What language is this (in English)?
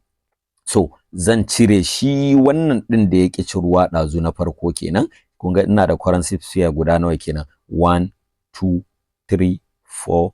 Hausa